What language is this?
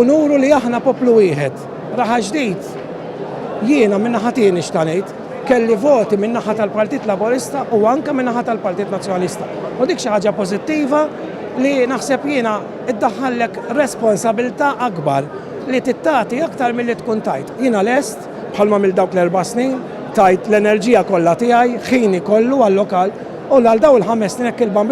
Maltese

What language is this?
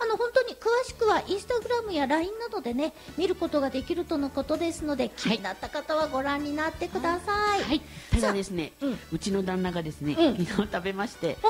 Japanese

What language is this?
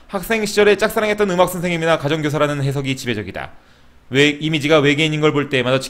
Korean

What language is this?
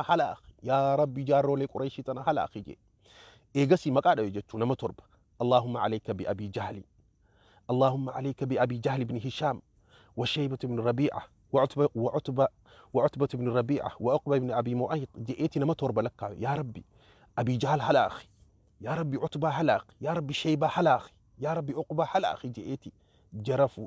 Oromo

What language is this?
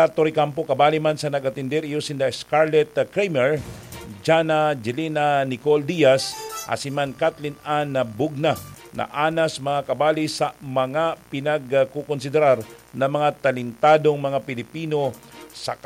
Bikol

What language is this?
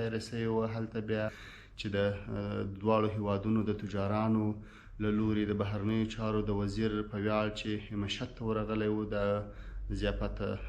Pashto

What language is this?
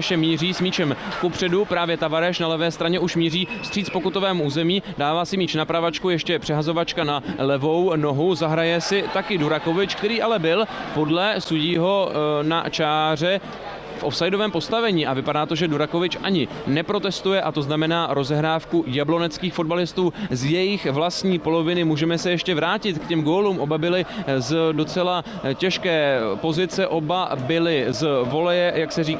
Czech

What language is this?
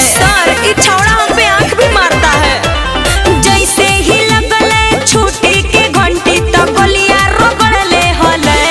Magahi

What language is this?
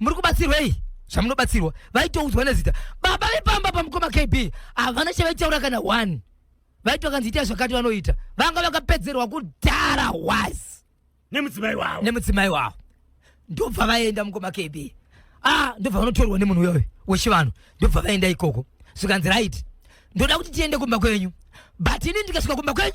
Shona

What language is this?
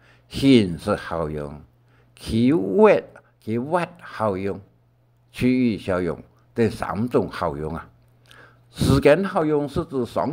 Hakka Chinese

